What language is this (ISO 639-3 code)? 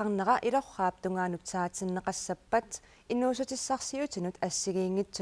kal